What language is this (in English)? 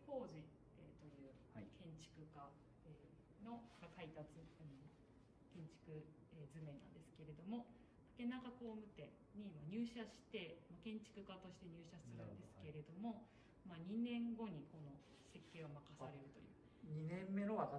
Japanese